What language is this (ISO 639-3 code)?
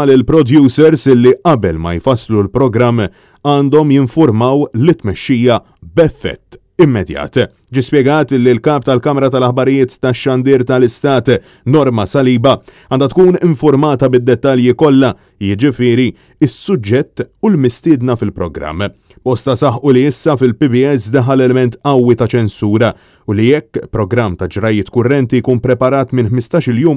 mlt